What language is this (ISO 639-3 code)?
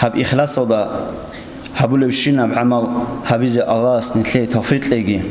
ava